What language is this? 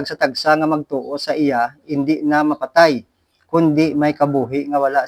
Hiligaynon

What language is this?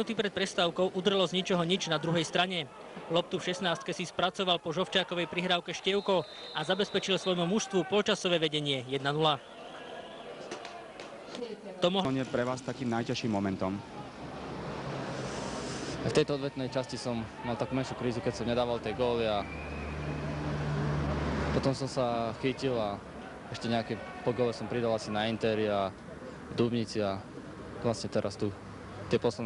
Slovak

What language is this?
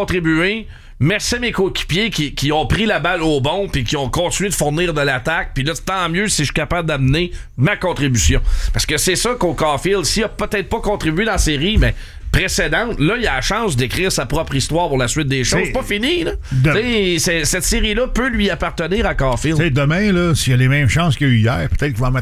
French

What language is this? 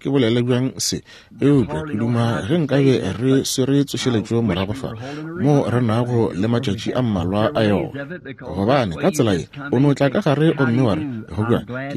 Northern Sotho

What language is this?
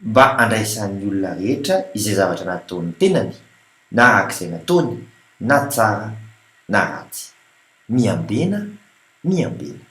Malagasy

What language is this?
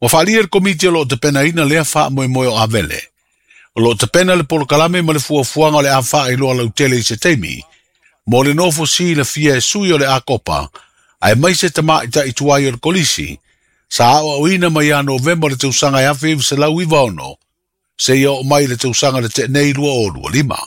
Samoan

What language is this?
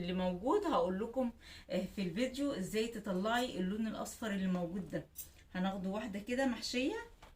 Egyptian Arabic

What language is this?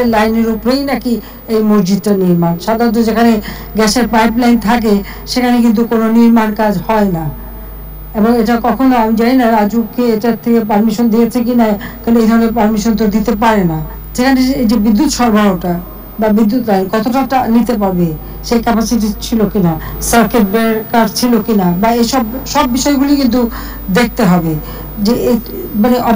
Bangla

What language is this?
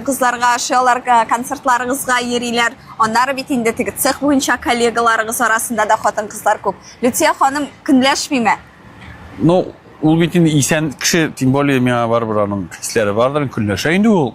Tatar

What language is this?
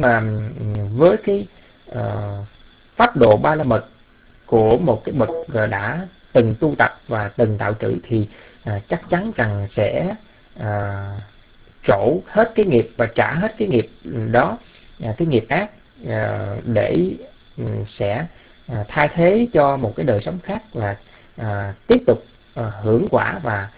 Vietnamese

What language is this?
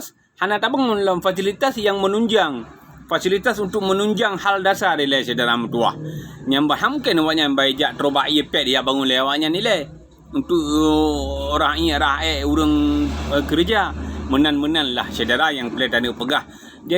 Achinese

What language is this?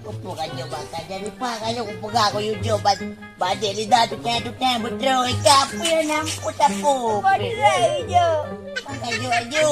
Achinese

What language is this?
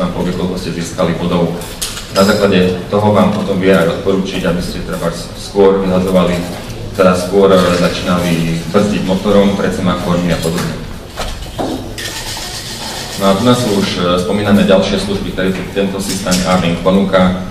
Slovak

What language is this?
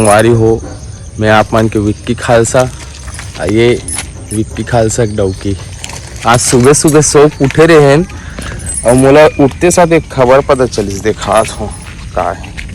Chhattisgarhi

